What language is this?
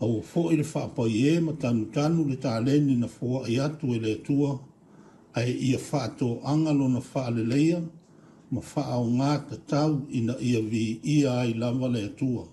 Samoan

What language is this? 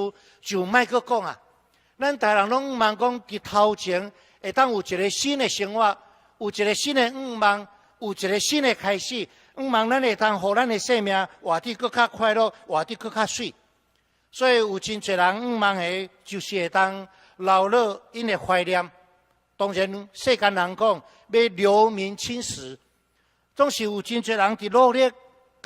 Min Nan Chinese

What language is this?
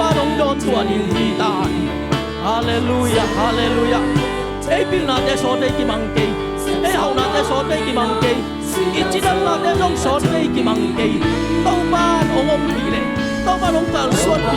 Tedim Chin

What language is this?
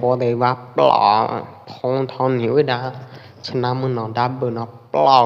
Pwo Eastern Karen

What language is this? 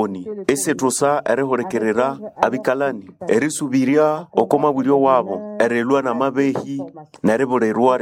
Nande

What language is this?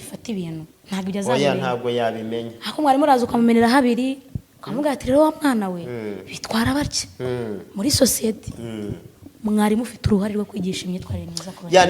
Kinyarwanda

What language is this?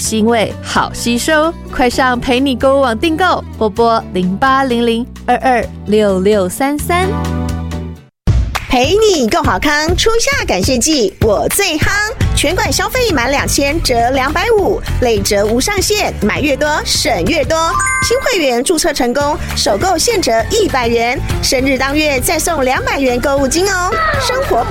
Chinese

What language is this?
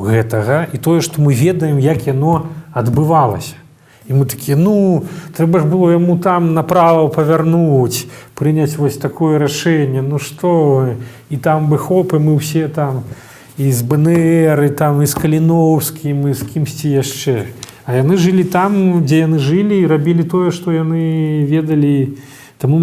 Belarusian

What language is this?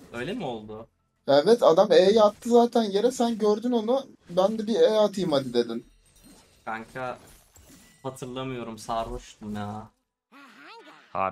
Turkish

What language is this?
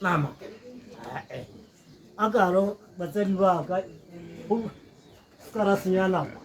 Tswana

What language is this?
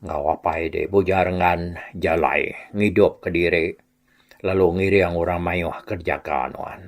Iban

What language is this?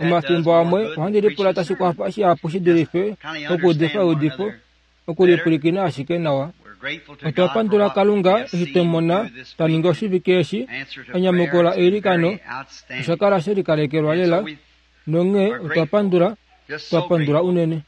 Kuanyama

